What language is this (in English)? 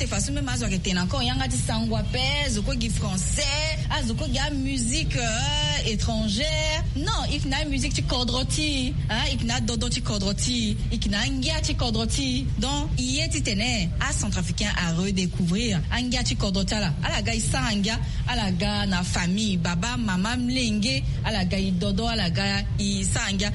Sango